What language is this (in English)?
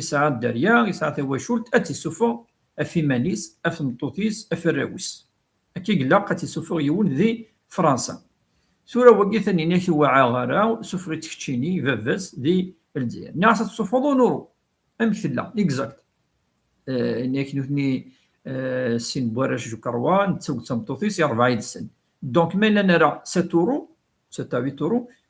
Kabyle